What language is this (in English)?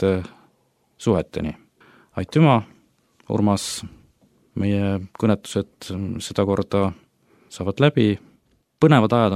Estonian